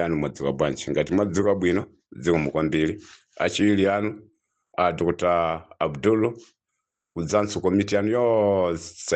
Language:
Nyanja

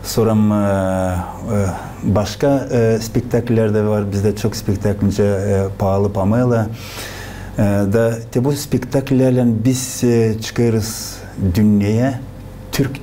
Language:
Gagauz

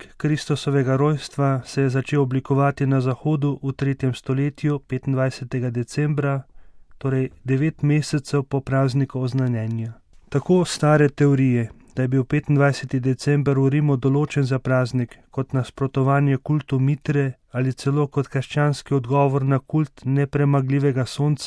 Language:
Slovenian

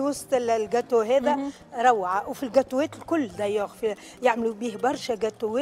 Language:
Tunisian Arabic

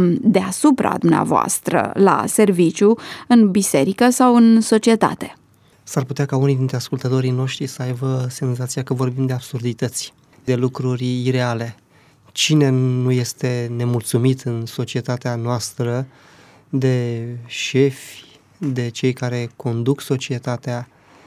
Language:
Romanian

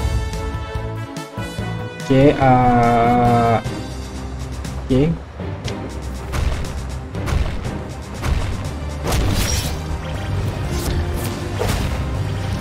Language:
Malay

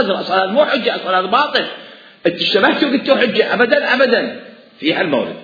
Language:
Mesopotamian Arabic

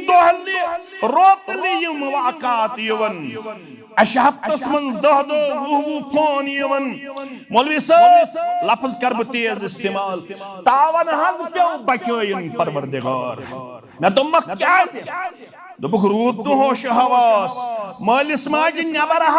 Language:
Kashmiri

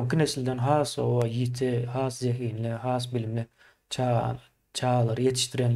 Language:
Turkmen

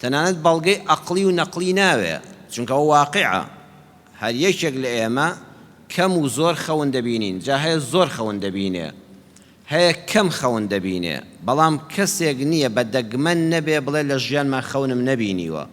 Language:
Central Kurdish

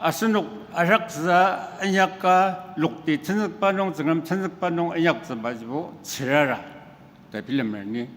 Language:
Ao Naga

